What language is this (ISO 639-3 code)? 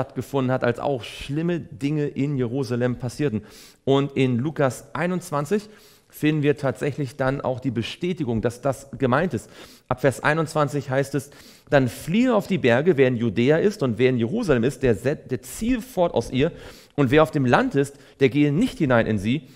deu